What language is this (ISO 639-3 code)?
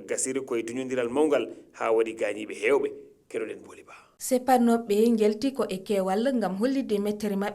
ful